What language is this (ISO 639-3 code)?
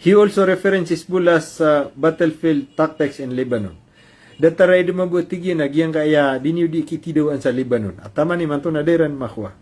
mrw